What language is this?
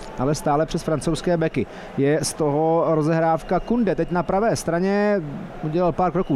Czech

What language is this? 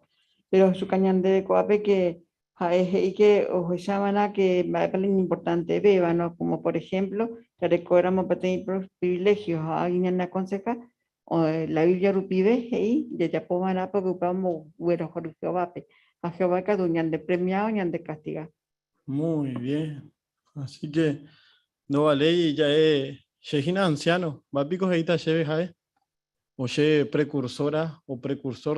Guarani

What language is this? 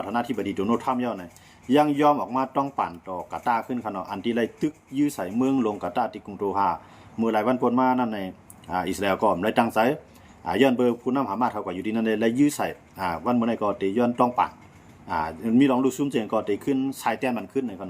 Shan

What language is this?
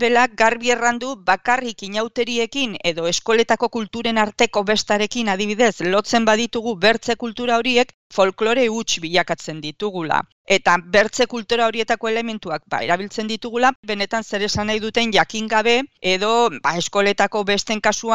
Basque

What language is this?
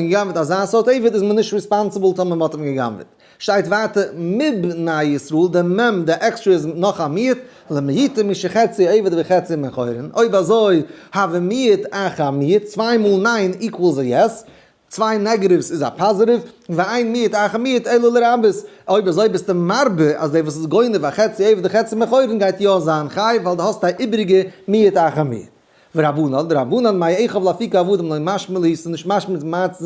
Yiddish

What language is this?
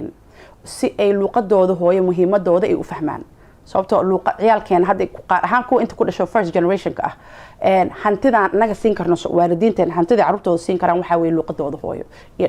Somali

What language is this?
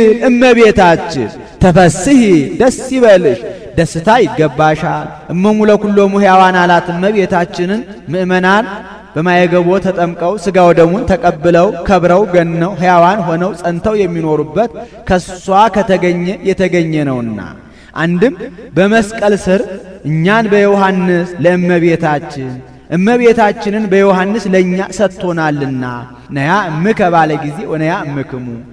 Amharic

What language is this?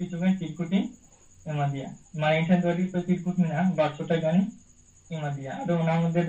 Santali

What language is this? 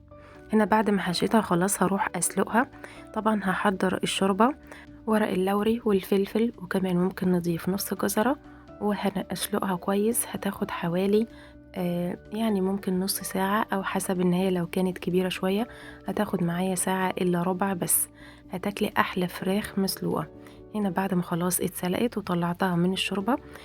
Egyptian Arabic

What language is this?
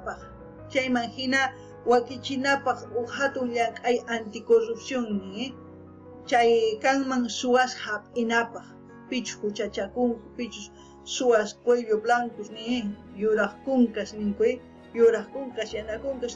South Bolivian Quechua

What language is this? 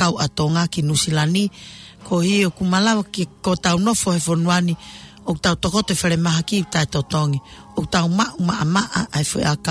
Tongan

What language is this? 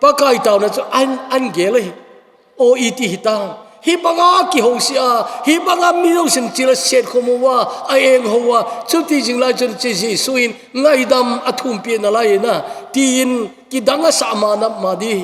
Thado Chin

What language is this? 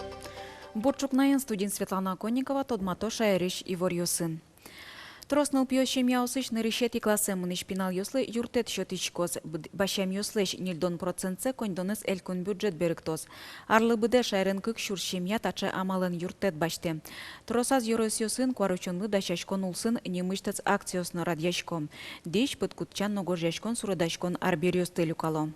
Udmurt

